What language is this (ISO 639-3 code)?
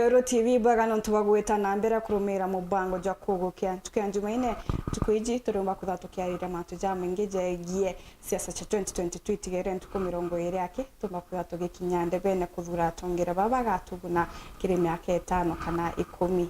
mer